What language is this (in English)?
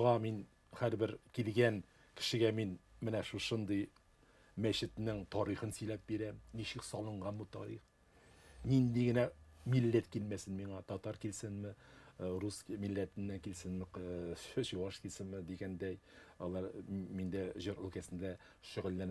Tatar